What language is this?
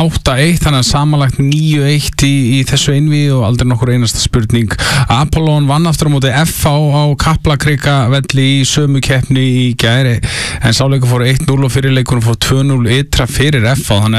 Icelandic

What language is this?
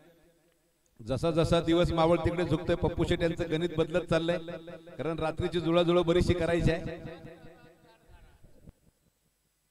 Marathi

